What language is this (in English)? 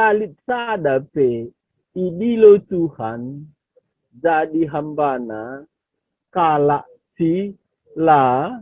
Batak Karo